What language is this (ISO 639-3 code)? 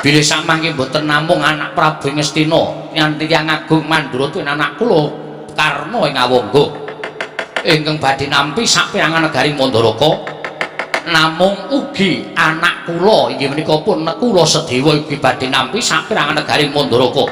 jav